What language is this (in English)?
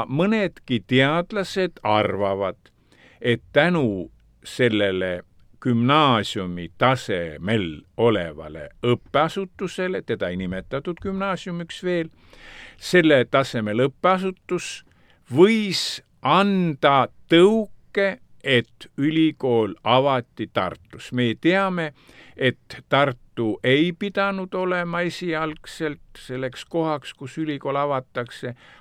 Estonian